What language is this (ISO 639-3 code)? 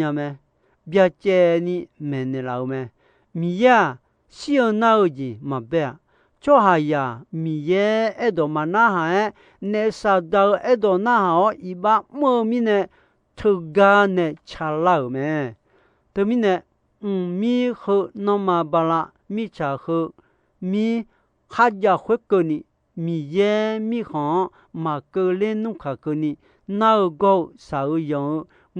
ahk